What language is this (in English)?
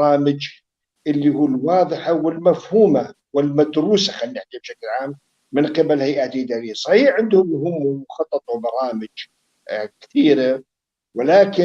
North Levantine Arabic